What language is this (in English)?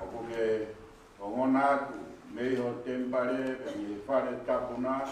Tongan